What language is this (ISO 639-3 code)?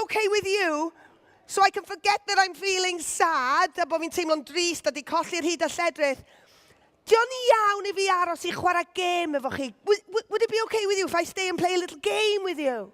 cym